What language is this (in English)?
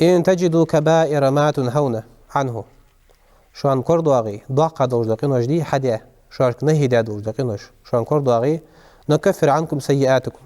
Ingush